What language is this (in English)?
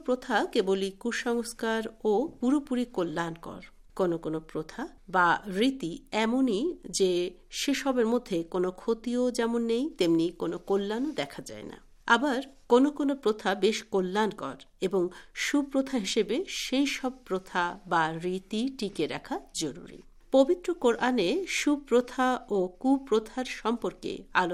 Bangla